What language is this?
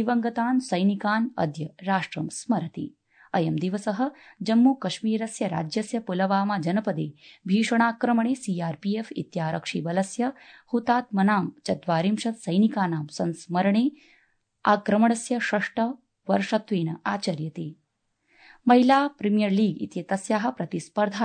Sanskrit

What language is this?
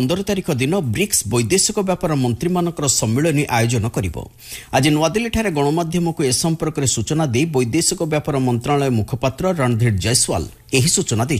Odia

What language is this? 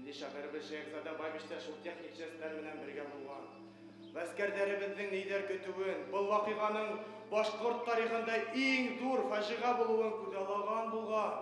Bashkir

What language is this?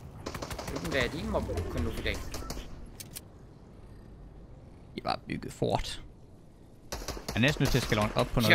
Danish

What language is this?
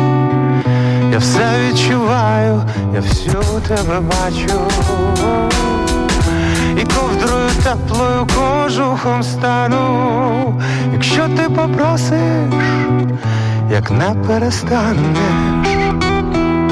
Ukrainian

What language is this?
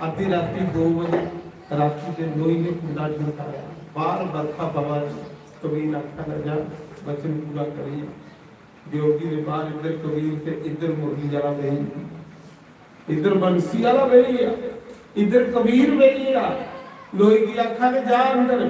Dogri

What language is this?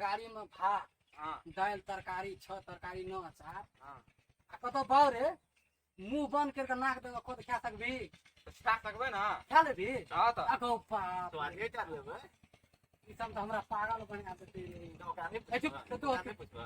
Maithili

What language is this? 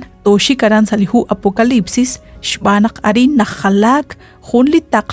Kekchí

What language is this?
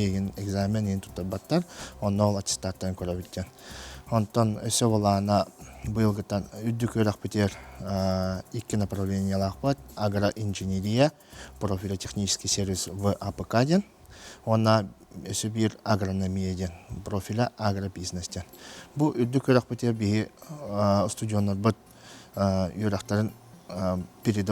Yakut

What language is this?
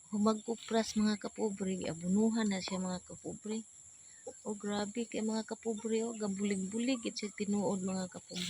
Cebuano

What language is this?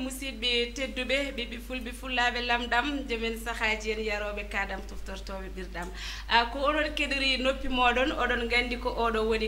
Fula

